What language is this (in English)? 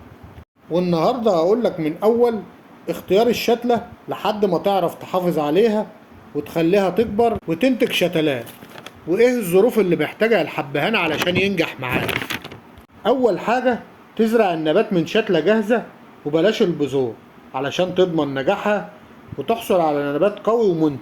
Egyptian Arabic